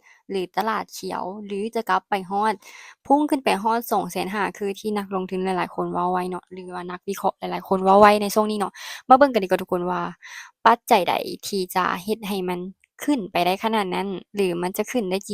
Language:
Lao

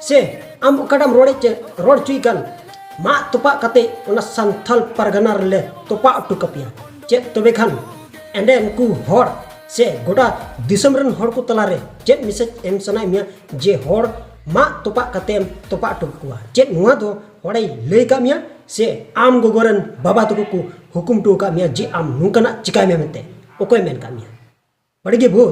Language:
Santali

